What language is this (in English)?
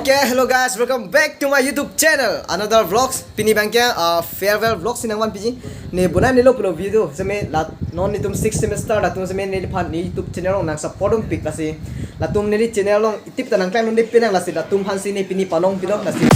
Karbi